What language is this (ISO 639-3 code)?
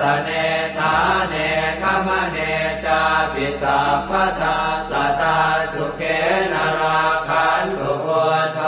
pli